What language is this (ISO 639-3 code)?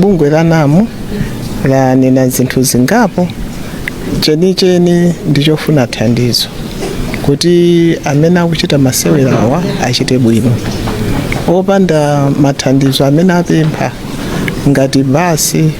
nya